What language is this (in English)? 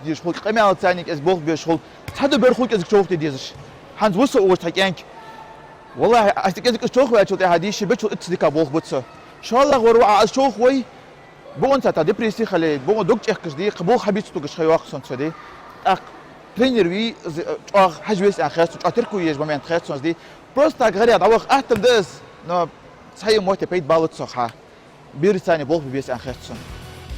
Ingush